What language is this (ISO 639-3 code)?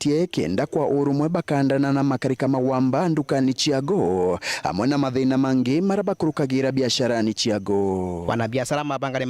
mer